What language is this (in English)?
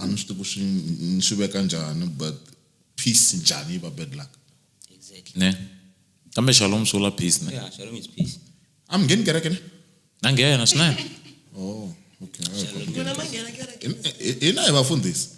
Tsonga